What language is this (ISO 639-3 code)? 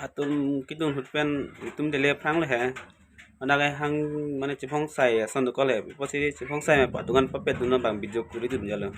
mjw